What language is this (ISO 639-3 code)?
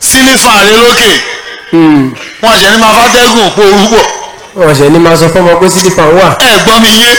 yor